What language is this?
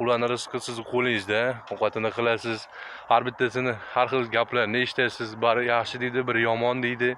Uzbek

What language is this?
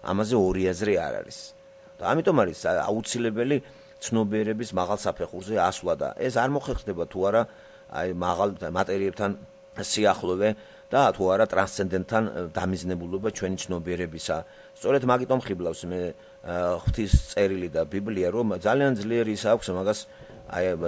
Georgian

